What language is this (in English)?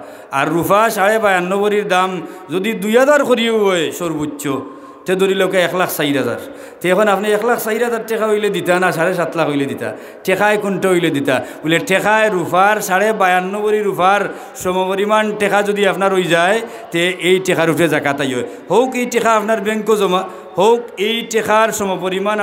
Sylheti